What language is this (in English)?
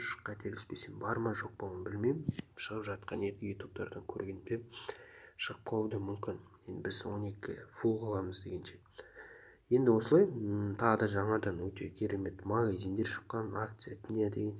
Kazakh